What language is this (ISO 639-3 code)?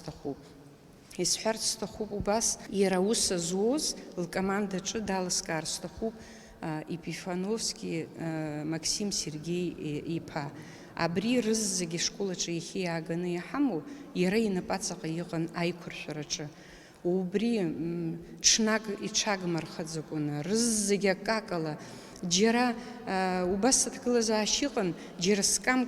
abk